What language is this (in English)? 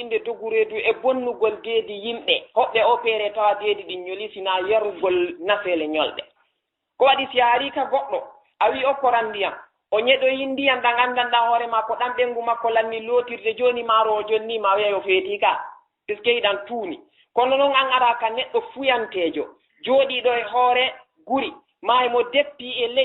Fula